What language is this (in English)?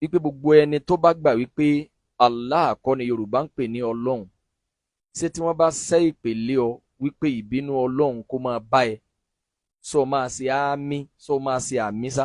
Yoruba